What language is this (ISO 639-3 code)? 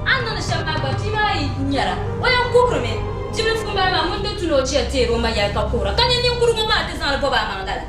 dag